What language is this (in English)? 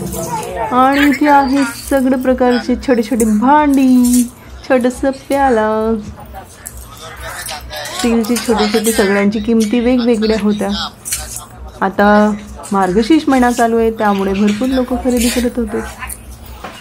Marathi